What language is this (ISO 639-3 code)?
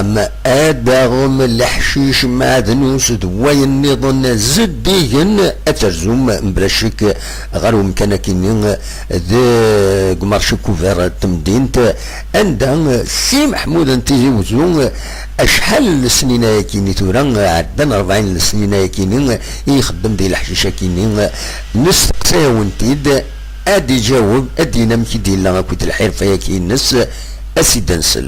kab